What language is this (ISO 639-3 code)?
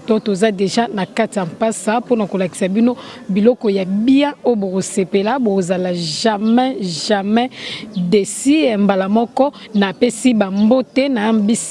lin